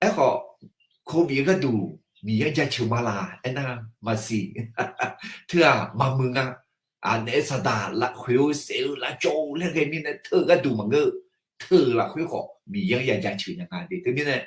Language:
Akha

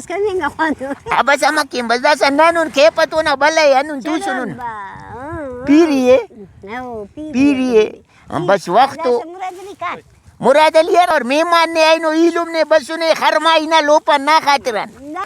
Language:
Brahui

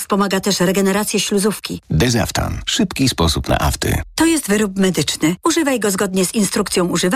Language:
Polish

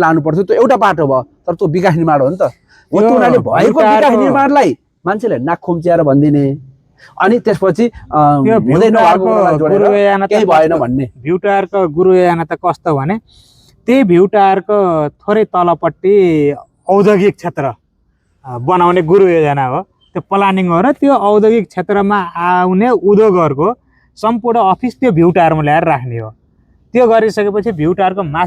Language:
Nepali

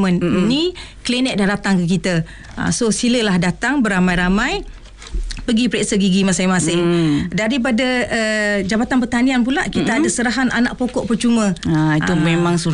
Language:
Malay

